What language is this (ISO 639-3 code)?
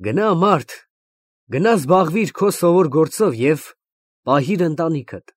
hye